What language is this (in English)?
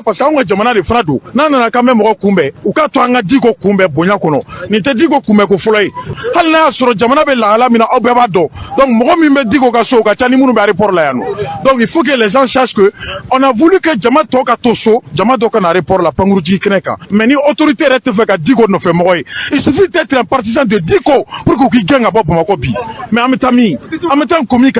Bambara